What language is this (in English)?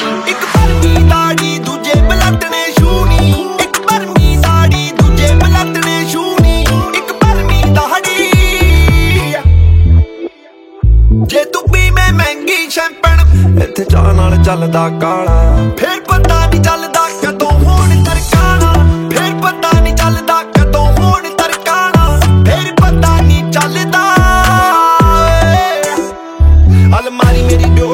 Punjabi